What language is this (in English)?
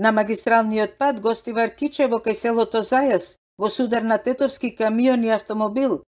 Macedonian